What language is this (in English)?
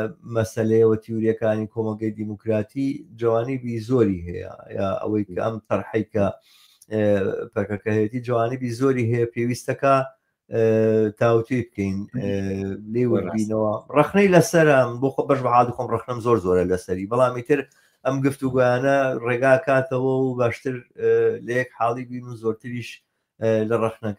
Central Kurdish